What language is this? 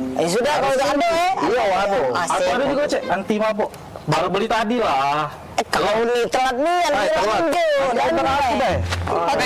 Musi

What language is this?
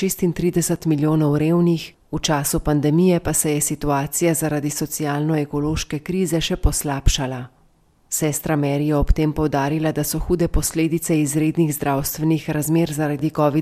Slovenian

